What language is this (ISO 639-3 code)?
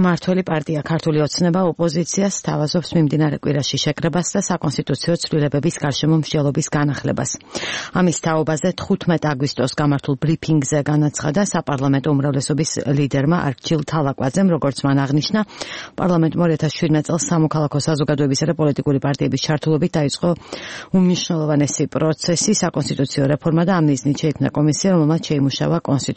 kat